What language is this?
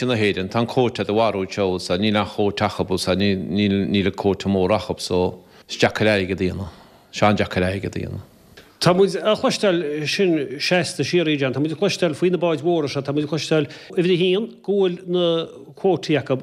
Irish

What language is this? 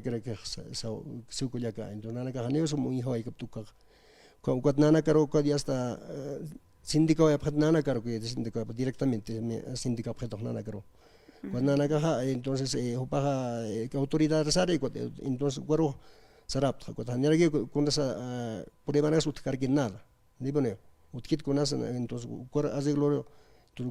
Aymara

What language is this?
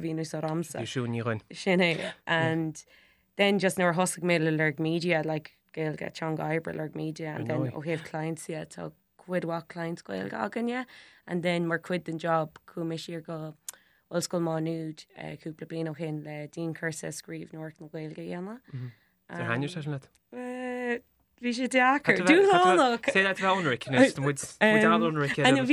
Irish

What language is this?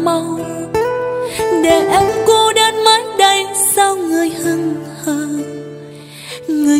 Vietnamese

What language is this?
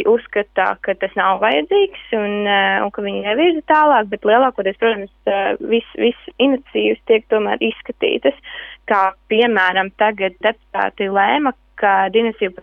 Latvian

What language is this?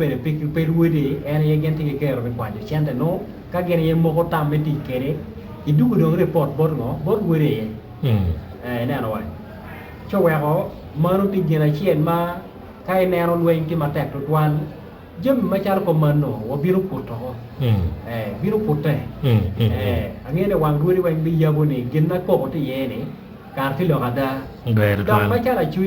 Acoli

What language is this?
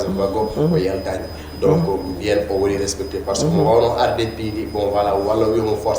Fula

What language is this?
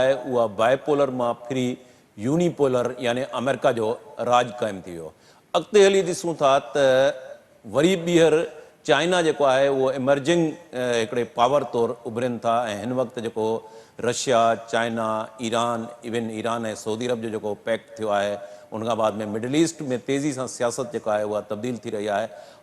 Sindhi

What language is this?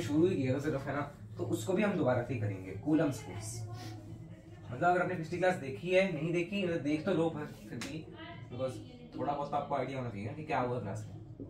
Hindi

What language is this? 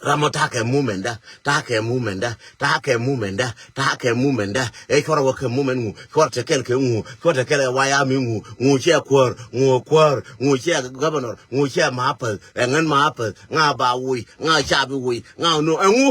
Nuer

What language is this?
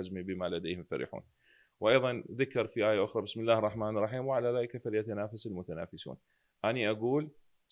Mesopotamian Arabic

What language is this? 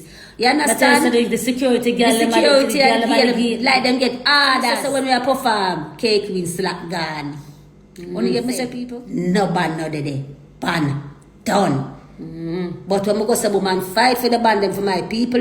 Jamaican Creole English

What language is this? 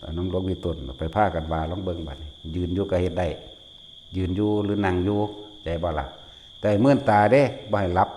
Lao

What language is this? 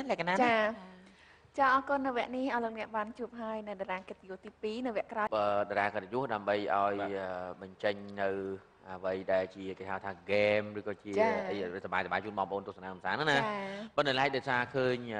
Khmer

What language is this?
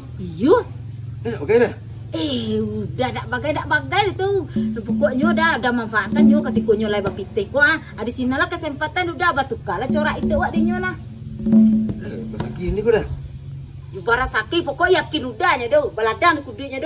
Minangkabau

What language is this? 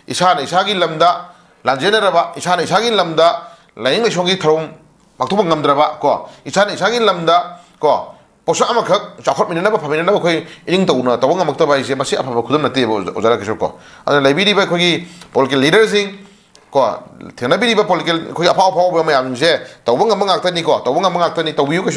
Manipuri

